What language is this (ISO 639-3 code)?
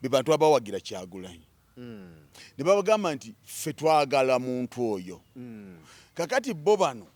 lug